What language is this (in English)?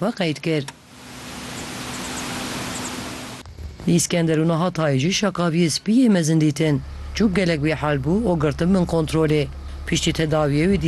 Kurdish